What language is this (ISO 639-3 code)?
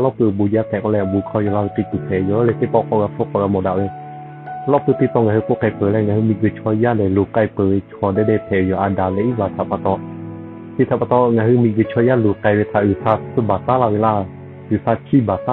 lhu